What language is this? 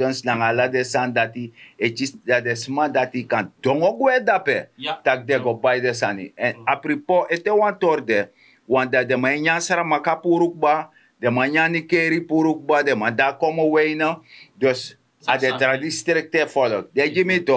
Sranan Tongo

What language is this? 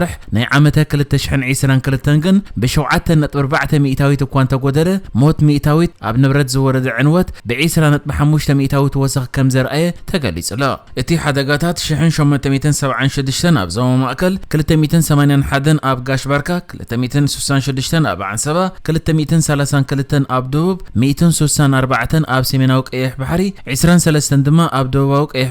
Tigrinya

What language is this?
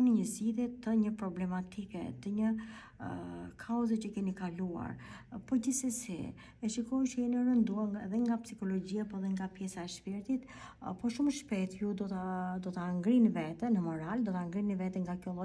Albanian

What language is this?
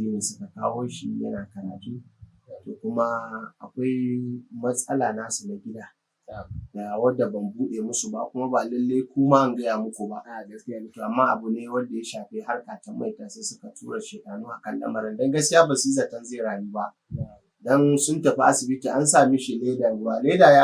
Hausa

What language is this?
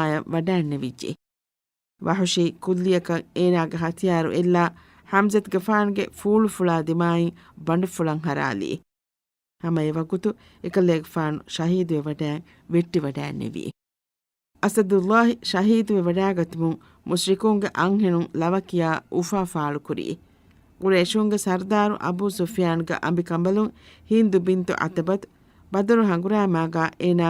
Divehi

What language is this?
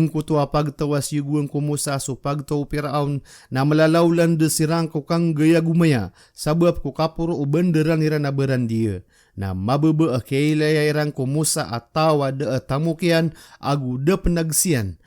Maranao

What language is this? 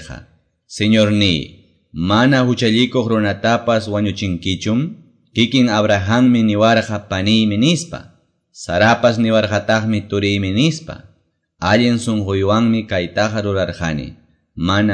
Quechua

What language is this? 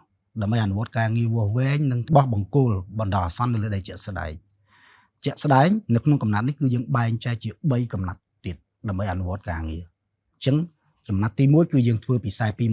Khmer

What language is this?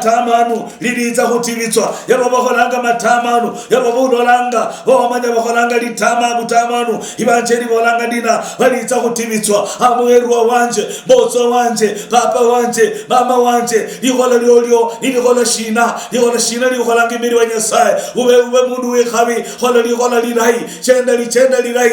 Luyia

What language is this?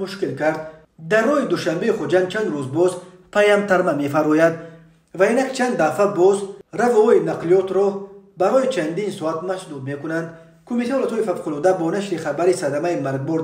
Tajik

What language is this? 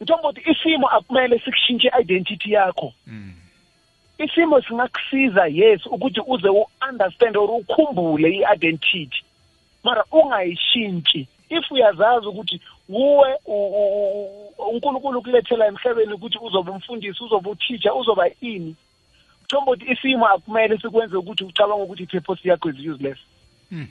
South Ndebele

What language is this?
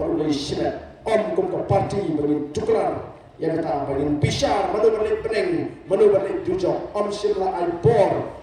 Khasi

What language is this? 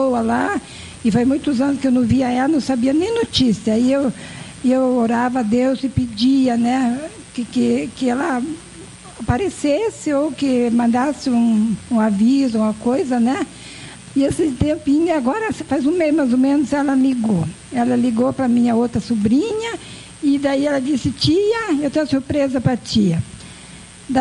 Portuguese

